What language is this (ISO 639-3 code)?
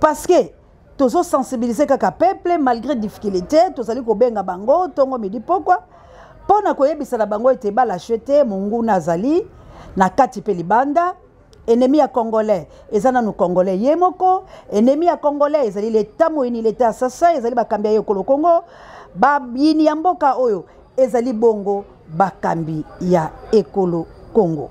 lin